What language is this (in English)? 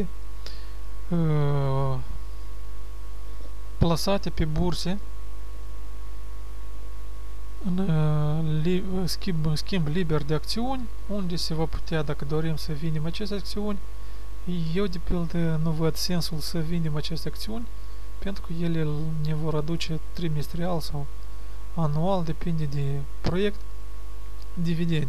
Romanian